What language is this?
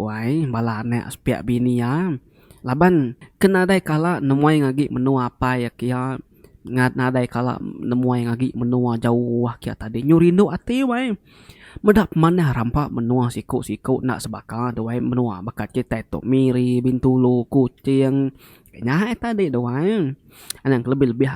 Iban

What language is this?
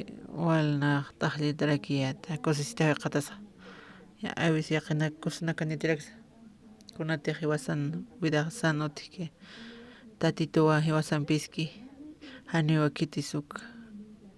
Aymara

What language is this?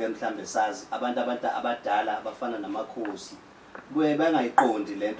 Zulu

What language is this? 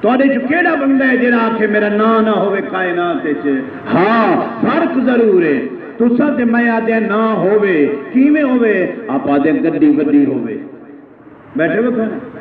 Saraiki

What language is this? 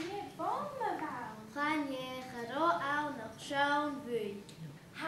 Scottish Gaelic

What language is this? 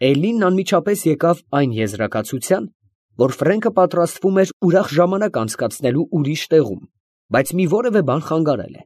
Armenian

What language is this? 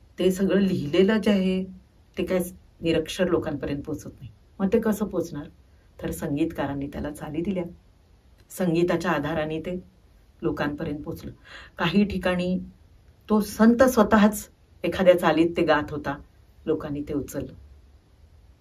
Marathi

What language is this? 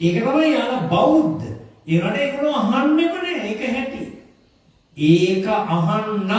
Sinhala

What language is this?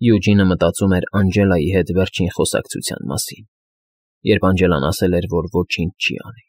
Armenian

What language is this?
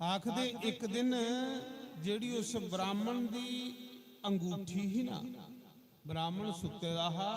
Dogri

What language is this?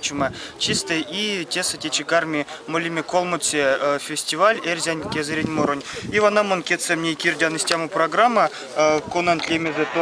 Erzya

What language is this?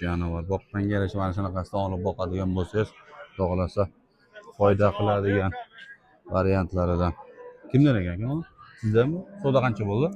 Uzbek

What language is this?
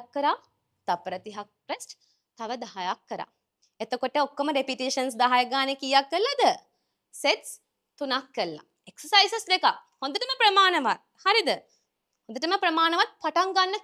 Sinhala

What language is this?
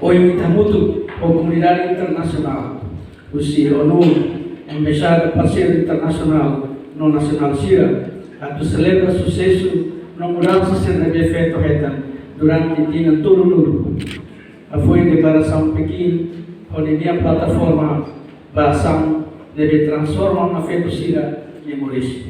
Tetum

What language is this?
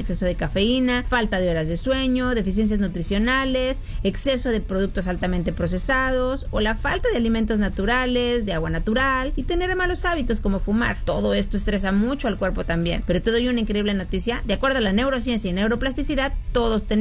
Spanish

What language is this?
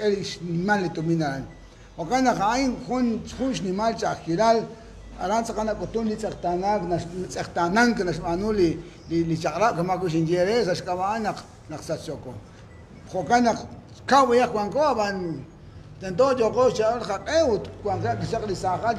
Kekchí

